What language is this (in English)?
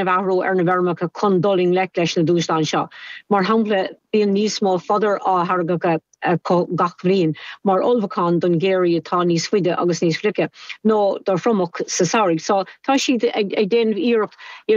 Irish